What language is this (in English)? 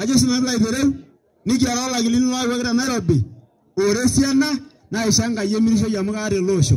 Masai